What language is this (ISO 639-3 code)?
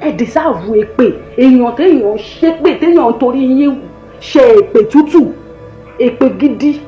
yor